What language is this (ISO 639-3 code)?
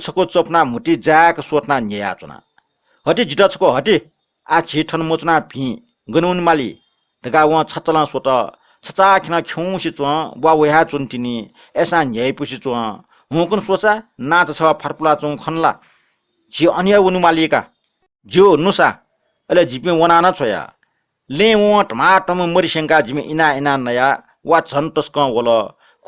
new